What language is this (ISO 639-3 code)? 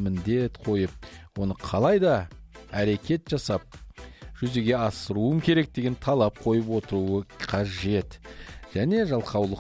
kaz